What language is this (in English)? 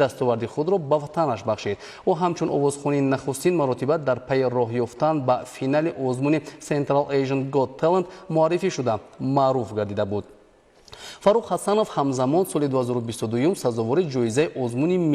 Tajik